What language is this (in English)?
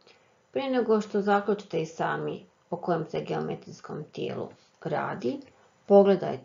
Croatian